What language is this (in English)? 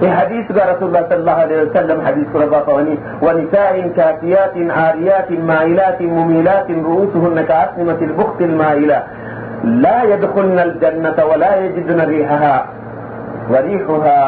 Divehi